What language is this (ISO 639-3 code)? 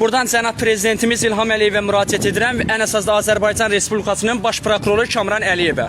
aze